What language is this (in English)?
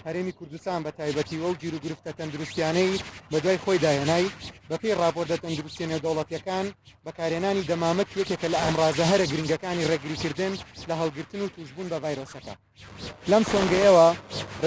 Central Kurdish